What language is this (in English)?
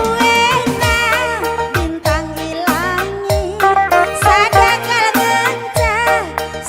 Batak Karo